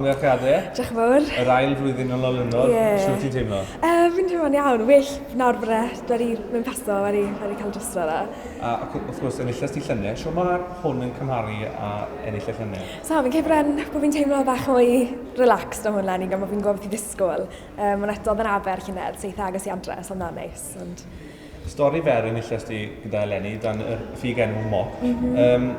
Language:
Welsh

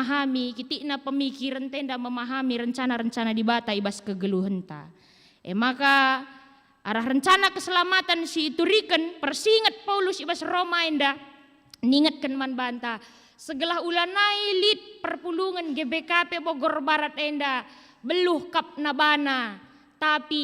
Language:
Batak Karo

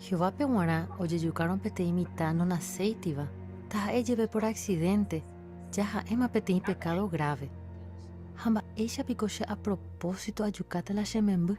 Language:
Guarani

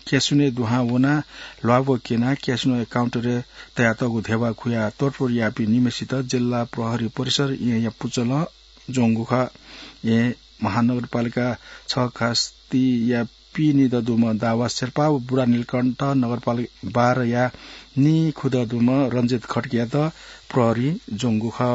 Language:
Newari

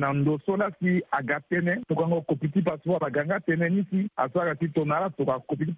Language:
Sango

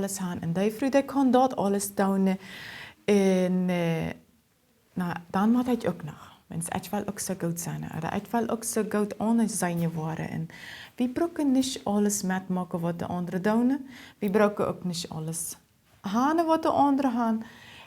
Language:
Plautdietsch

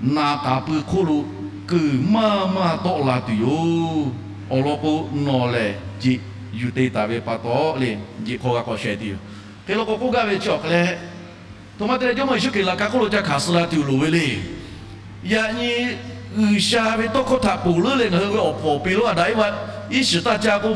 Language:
Lahu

